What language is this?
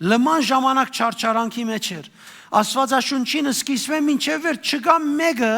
Western Armenian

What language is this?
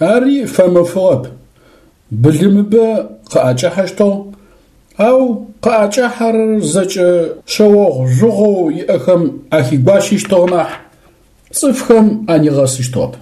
Adyghe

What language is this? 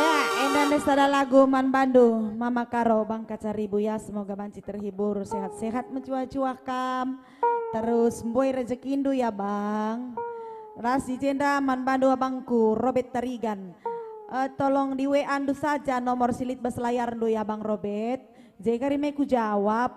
Batak Karo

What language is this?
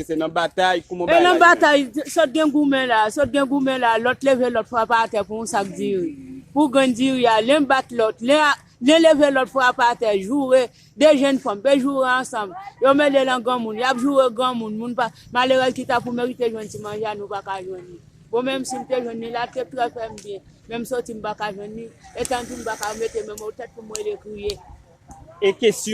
Haitian Creole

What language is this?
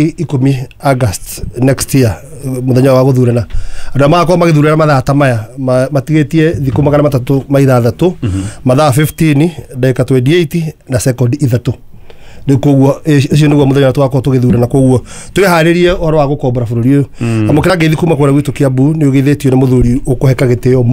Kikuyu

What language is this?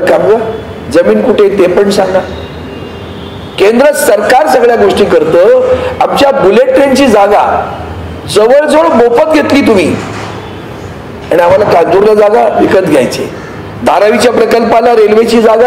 Marathi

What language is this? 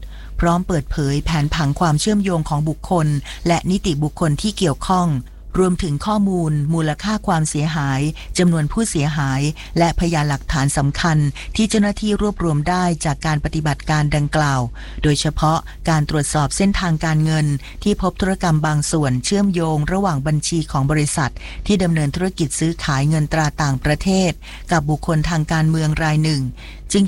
Thai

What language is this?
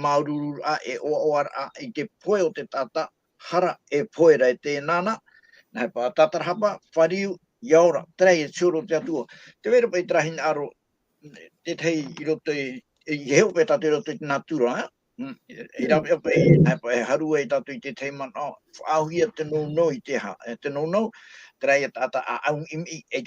Tahitian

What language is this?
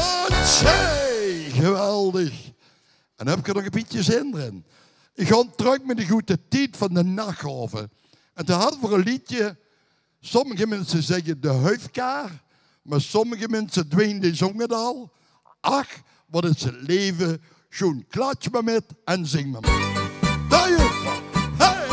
Limburgish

